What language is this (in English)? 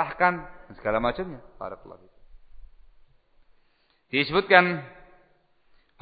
Indonesian